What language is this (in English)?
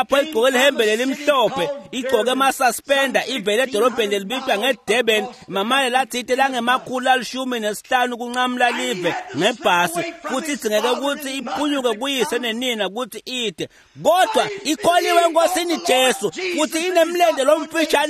Swati